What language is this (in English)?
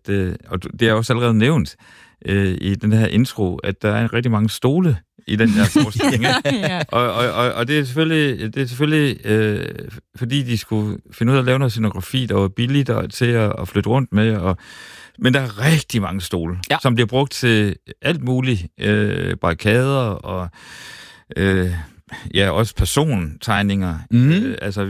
Danish